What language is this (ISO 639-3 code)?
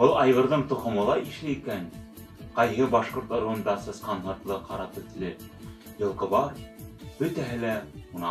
bak